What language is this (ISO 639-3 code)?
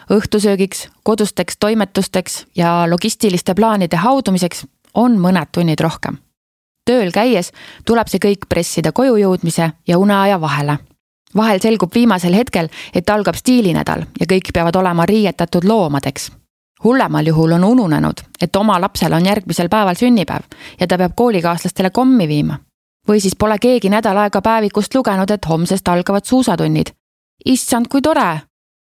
est